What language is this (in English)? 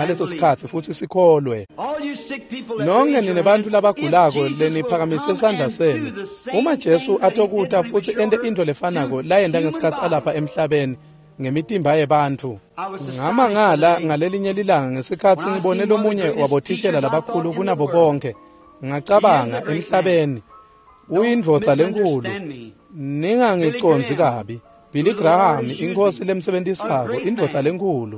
Swati